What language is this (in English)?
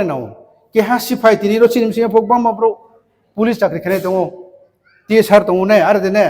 Riang (India)